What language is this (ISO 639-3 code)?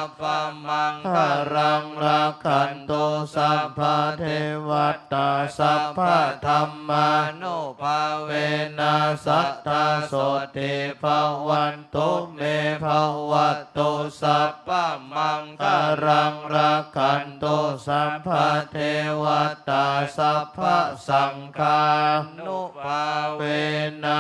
pli